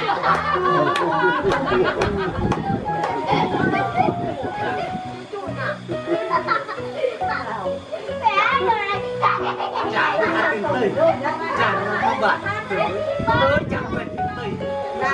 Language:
Vietnamese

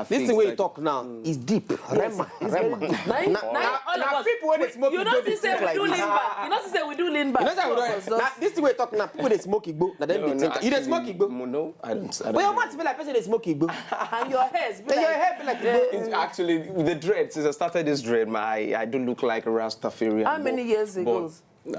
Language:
Nigerian Pidgin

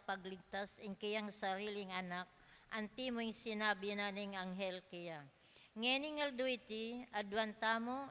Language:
Pampanga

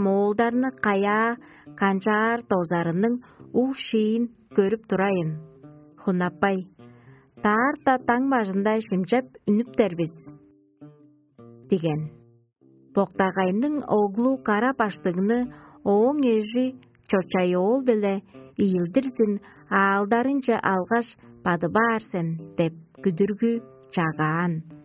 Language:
Tuvinian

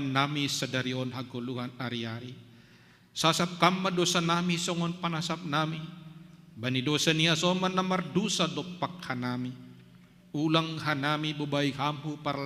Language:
Batak Simalungun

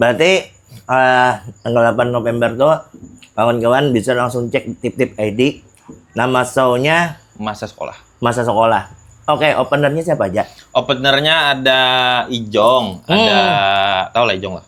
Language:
Banjar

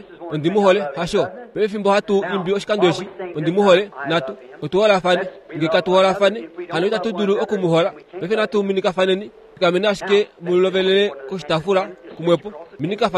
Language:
Kuanyama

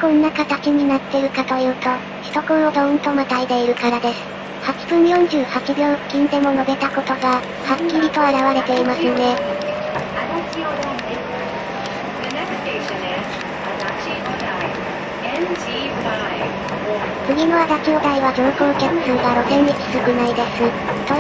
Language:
Japanese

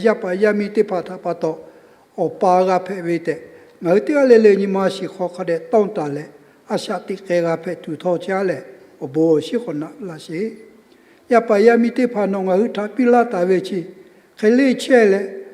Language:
Lahu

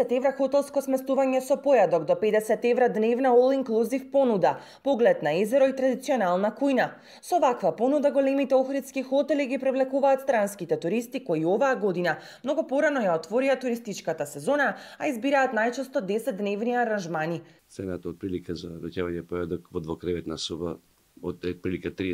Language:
Macedonian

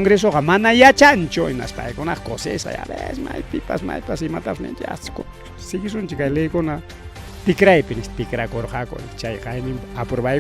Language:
Ayacucho Quechua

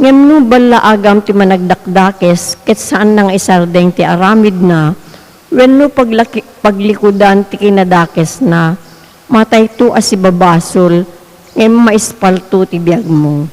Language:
Iloko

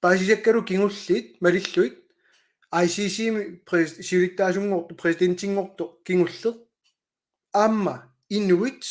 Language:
Kalaallisut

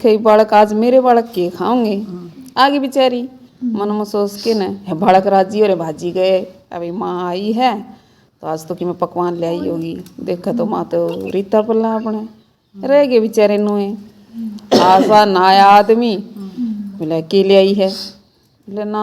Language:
Haryanvi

